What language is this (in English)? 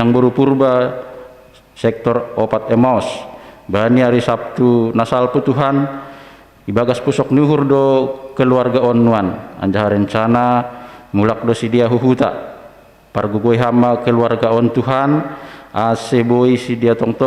Batak Simalungun